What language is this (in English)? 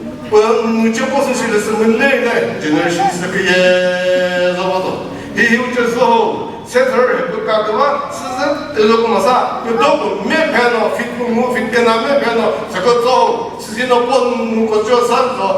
Chokri Naga